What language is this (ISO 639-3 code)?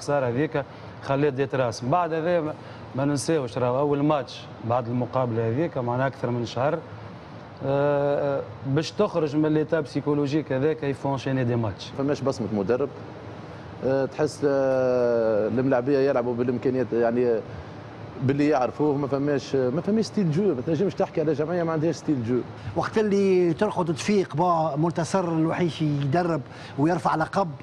aeb